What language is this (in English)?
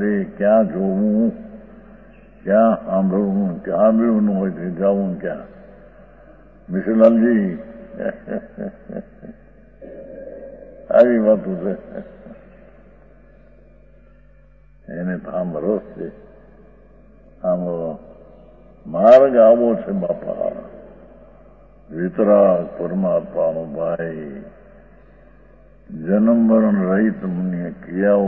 Gujarati